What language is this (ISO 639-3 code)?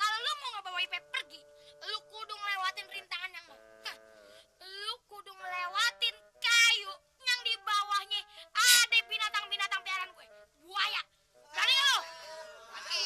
bew